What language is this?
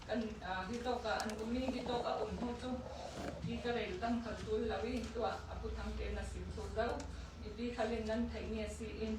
Hakha Chin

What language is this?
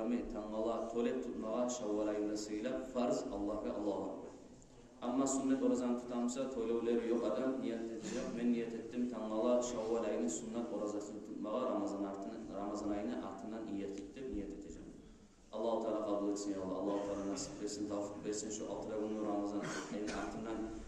Kumyk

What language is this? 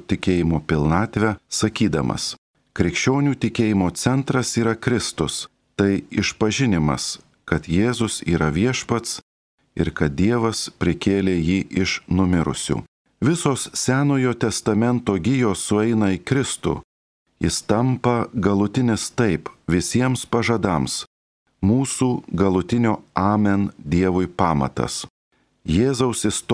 Lithuanian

